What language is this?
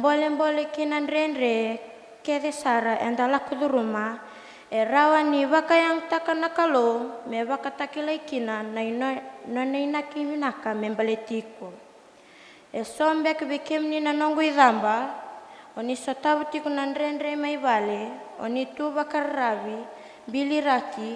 Fijian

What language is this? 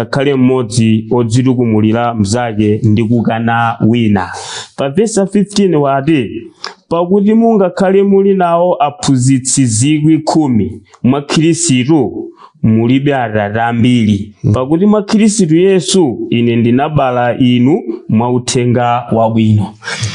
Nyanja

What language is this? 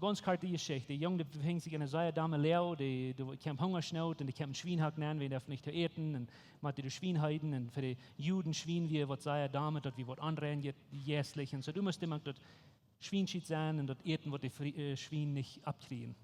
Plautdietsch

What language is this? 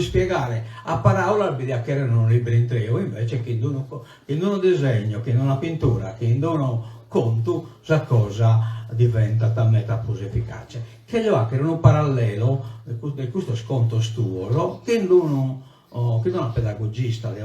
Sardinian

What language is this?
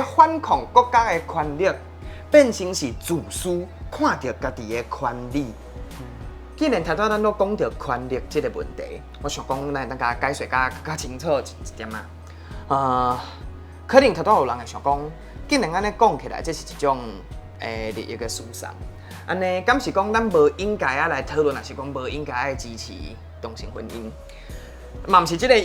Min Nan Chinese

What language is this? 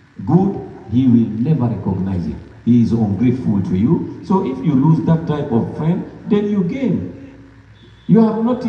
Pular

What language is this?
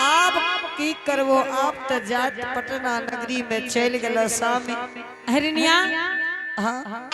Angika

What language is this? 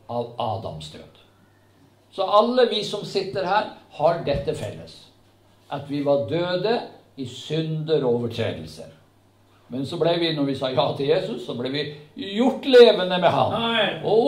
Norwegian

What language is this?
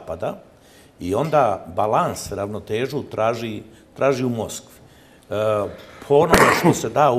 Bosnian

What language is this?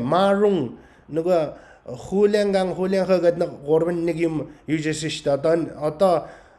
Mongolian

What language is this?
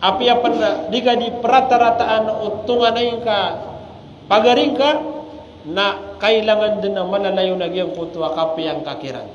Maranao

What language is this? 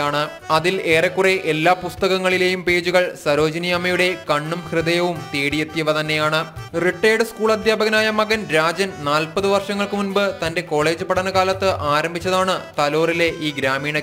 Malayalam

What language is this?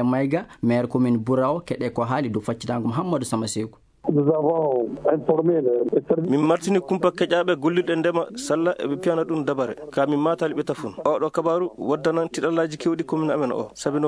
Fula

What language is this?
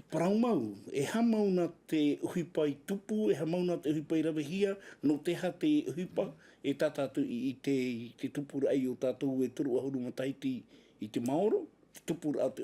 Tahitian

